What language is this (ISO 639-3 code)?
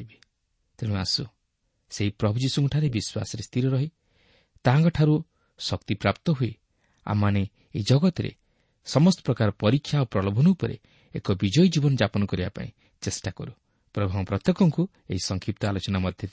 ori